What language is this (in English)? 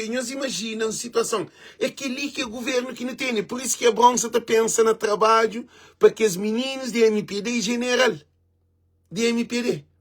Kabuverdianu